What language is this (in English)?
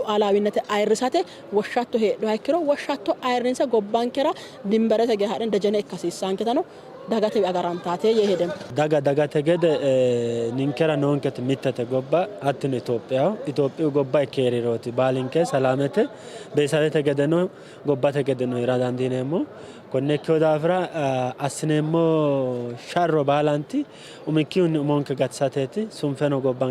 Sidamo